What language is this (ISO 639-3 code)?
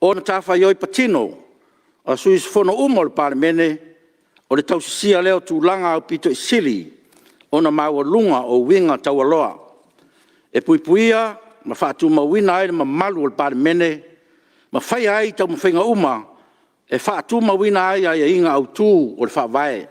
smo